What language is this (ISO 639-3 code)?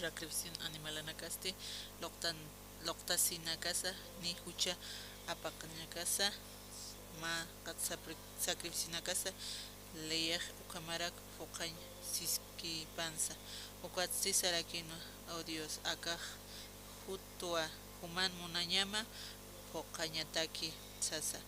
aym